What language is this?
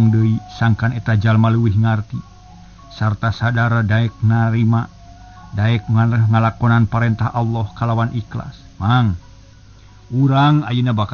Sundanese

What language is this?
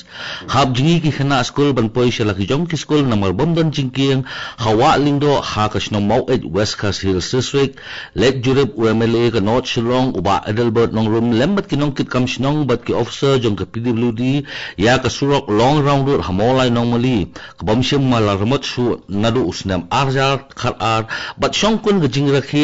Khasi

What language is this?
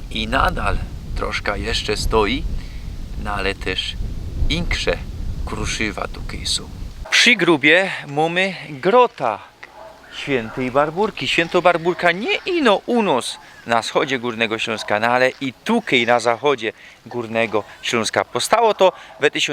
Silesian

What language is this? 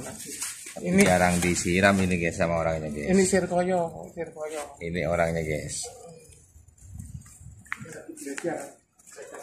Indonesian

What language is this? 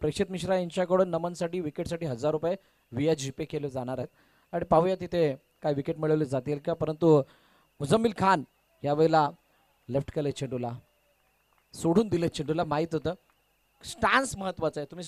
Marathi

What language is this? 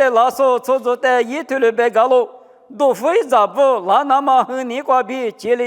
Lisu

